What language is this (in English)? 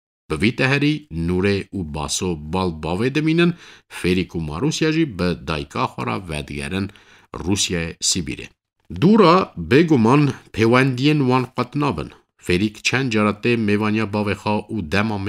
Kurdish